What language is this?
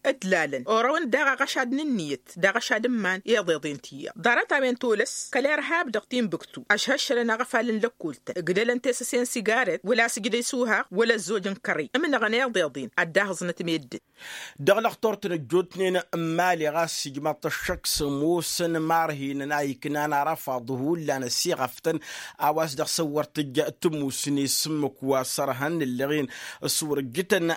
Tamasheq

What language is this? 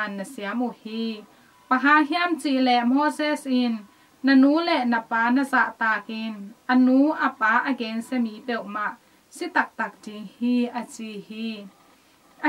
Tedim Chin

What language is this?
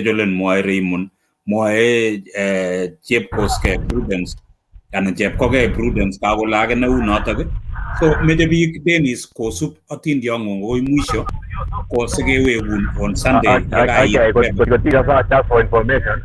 Kalenjin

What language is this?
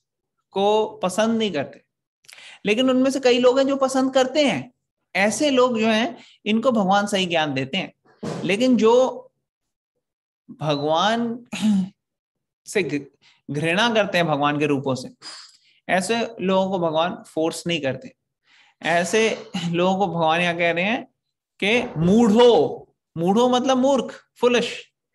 Hindi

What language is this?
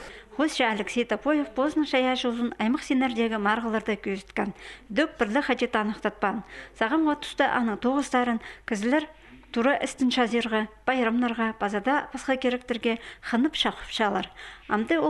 Khakas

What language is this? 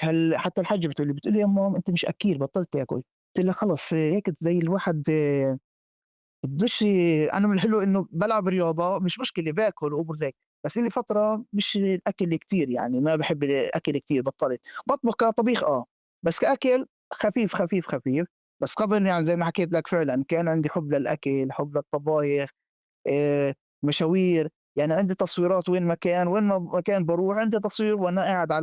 North Levantine Arabic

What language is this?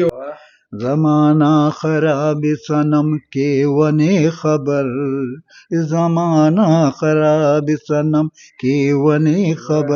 Brahui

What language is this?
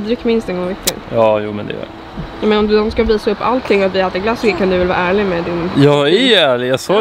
Swedish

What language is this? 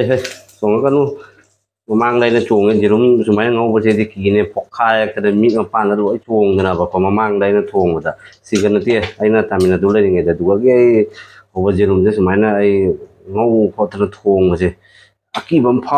Manipuri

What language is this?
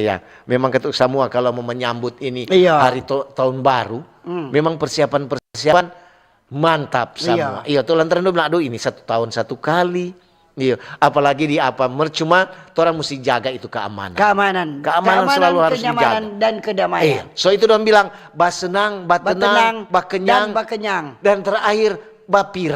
Manado Malay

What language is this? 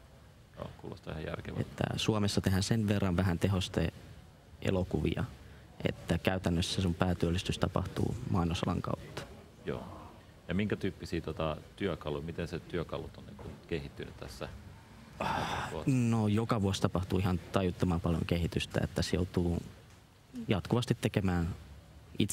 Finnish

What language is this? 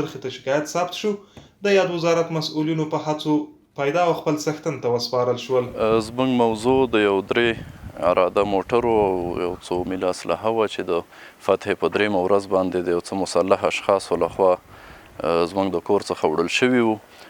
Pashto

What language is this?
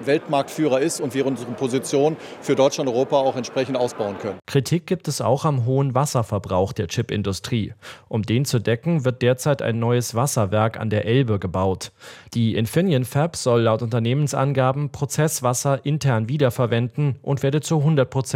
German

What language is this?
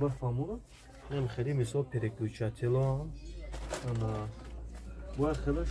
Tajik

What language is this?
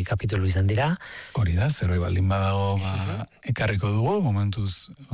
Basque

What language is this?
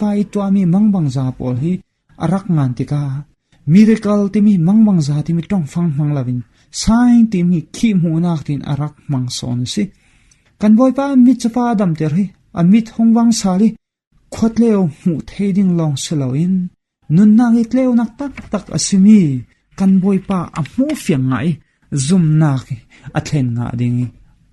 Falam Chin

